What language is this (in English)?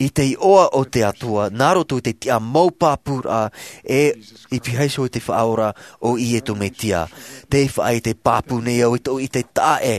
Tahitian